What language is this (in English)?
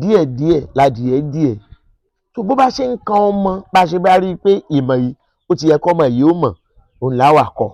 Yoruba